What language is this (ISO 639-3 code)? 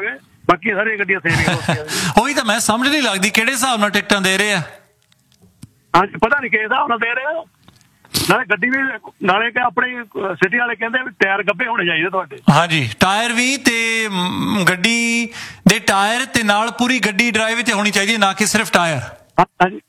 pan